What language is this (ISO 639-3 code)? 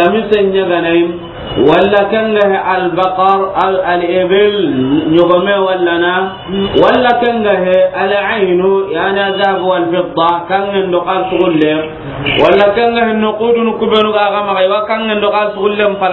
snk